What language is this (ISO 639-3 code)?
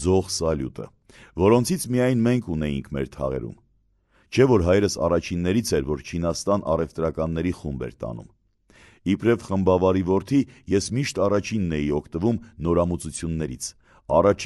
hye